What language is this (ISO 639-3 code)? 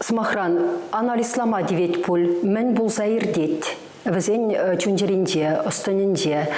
chv